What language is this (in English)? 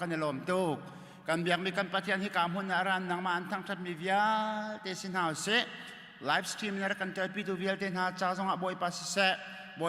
Hakha Chin